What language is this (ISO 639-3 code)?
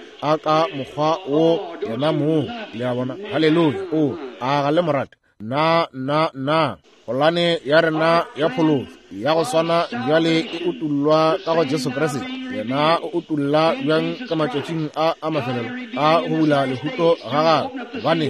nso